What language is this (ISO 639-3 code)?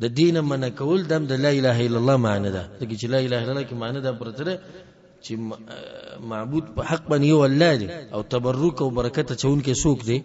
pus